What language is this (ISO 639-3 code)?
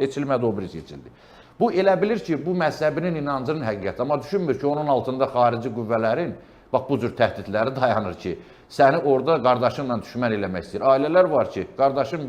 aze